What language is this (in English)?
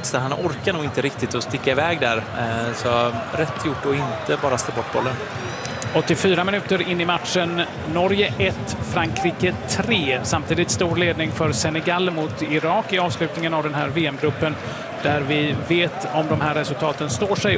Swedish